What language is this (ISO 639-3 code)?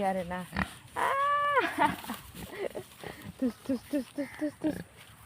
brx